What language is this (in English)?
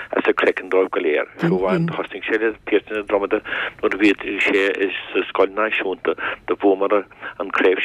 Irish